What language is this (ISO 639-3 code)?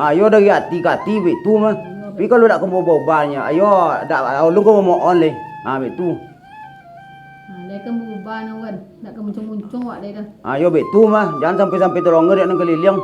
min